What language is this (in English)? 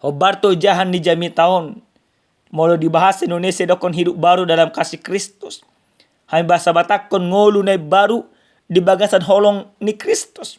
Batak Toba